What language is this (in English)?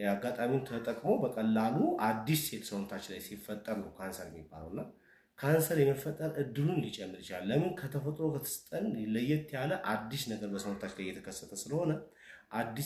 Amharic